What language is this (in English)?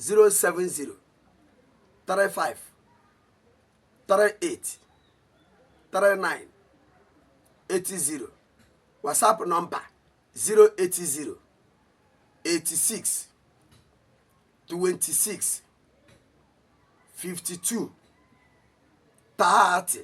Igbo